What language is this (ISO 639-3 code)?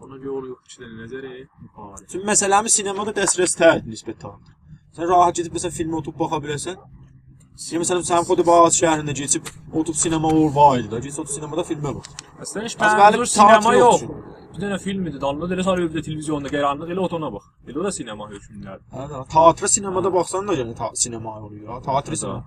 azb